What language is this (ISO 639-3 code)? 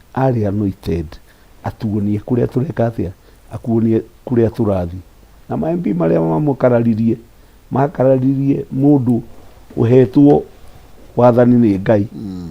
kik